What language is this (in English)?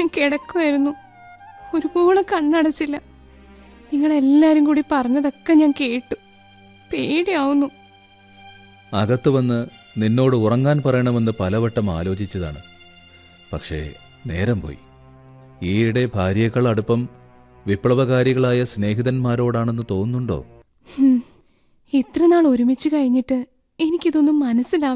Malayalam